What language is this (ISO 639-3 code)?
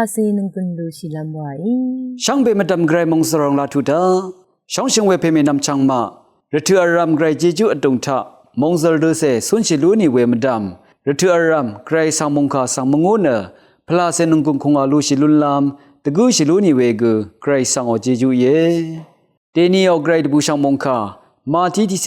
raw